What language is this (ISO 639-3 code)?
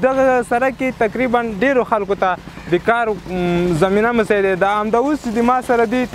pus